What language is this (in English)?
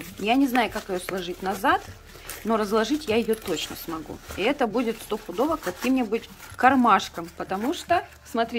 Russian